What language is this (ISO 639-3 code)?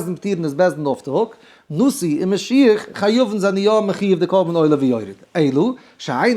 yid